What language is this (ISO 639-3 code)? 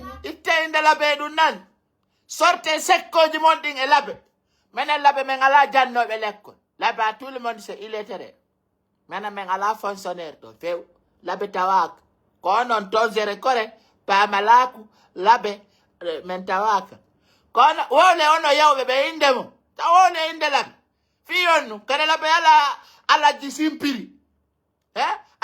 fuf